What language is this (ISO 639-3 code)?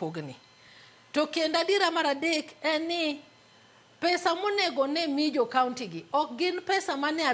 luo